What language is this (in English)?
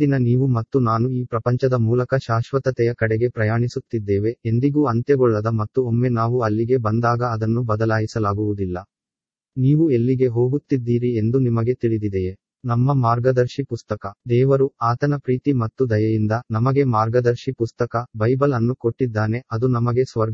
Kannada